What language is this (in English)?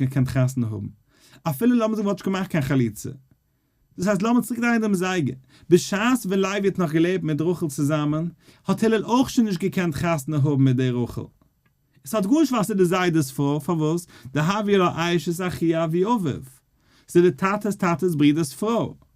Yiddish